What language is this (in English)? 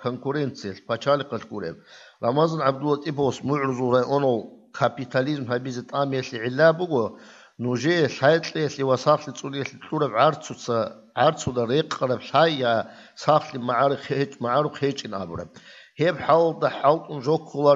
Avaric